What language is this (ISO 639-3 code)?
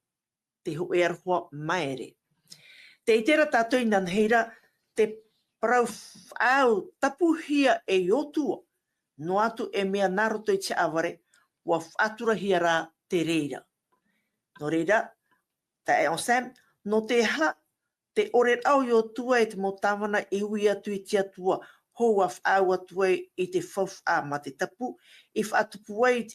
tah